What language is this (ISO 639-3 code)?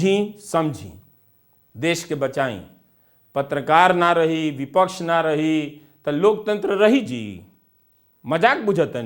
bho